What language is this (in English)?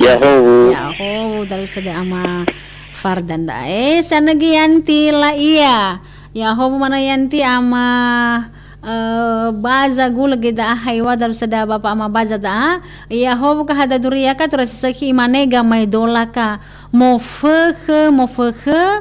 Nias